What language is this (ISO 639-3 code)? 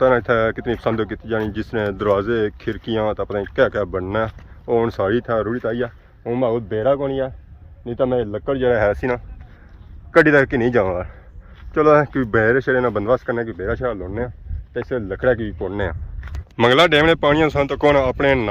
phr